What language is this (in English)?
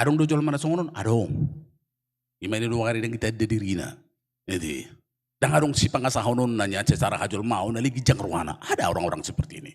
Batak Toba